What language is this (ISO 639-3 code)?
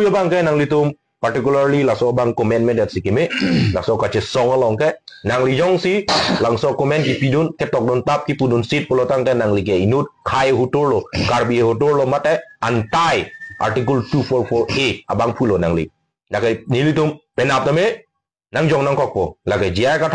mjw